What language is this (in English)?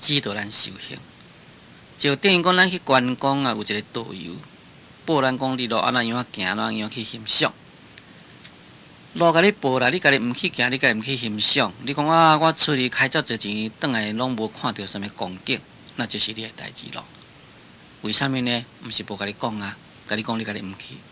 Min Nan Chinese